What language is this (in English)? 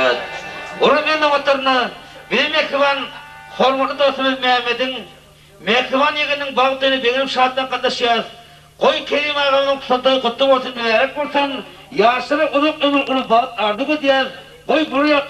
Turkmen